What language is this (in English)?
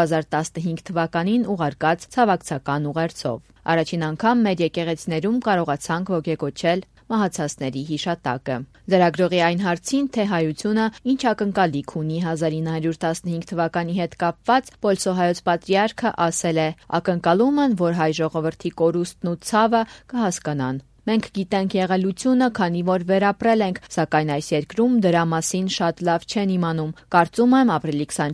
Armenian